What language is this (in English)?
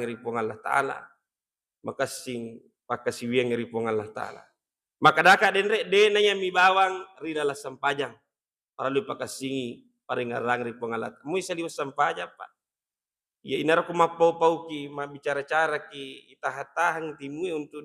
Buginese